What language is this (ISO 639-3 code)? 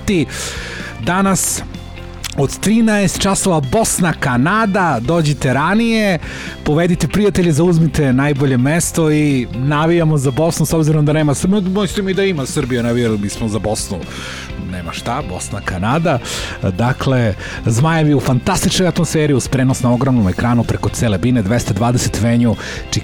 srp